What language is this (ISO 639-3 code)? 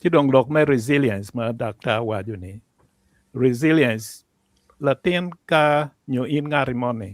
ach